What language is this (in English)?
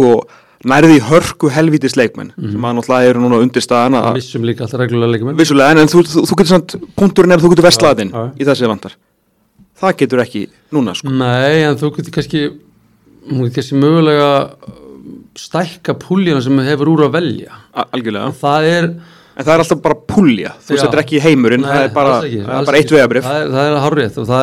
Icelandic